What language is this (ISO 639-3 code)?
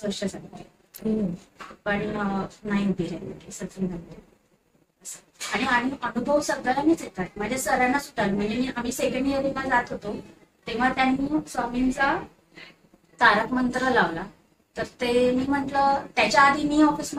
mar